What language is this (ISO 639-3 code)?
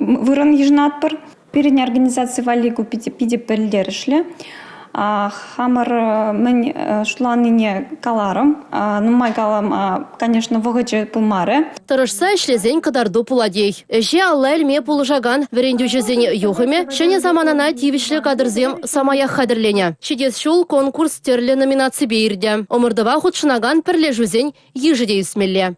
chv